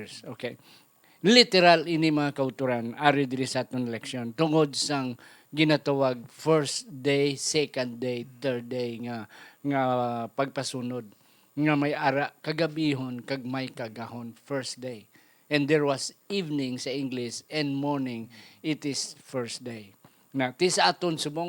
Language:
Hiligaynon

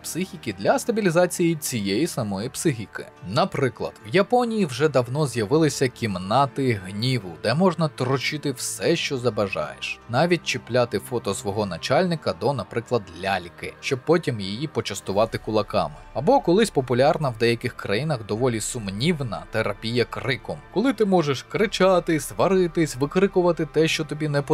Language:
Ukrainian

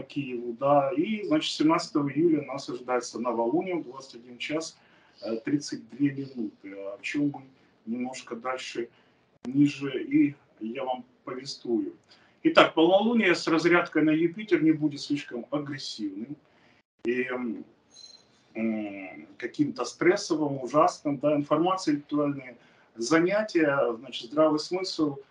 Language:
Russian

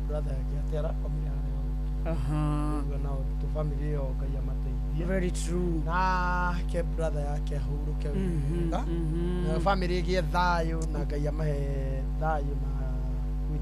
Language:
Kikuyu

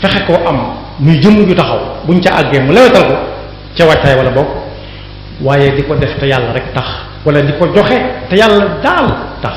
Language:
Wolof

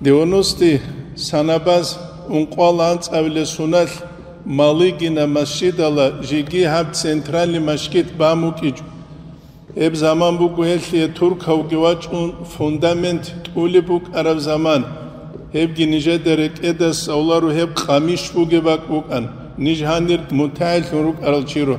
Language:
Avaric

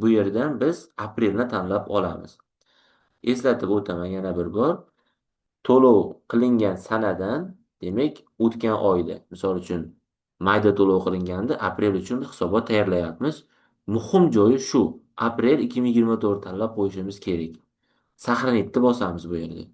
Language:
Uzbek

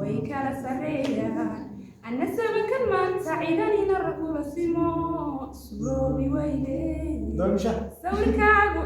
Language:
Somali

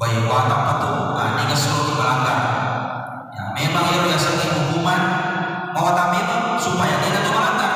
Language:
Buginese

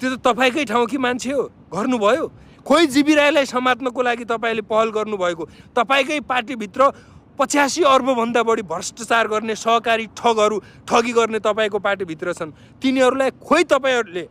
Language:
Nepali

